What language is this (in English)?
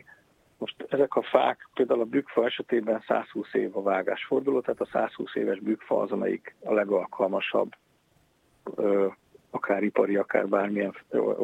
Hungarian